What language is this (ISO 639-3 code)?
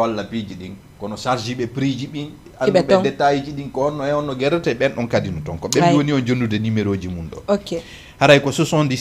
ful